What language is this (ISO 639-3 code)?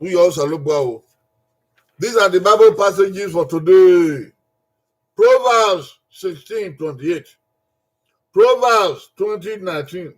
bin